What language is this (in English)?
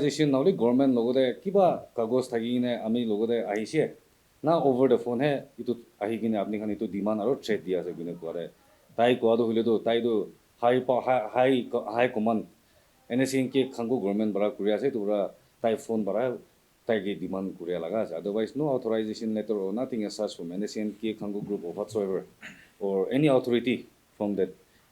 Naga Pidgin